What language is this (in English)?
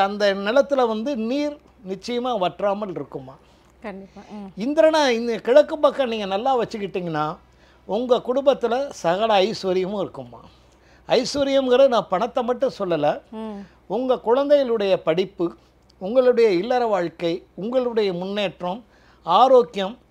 Tamil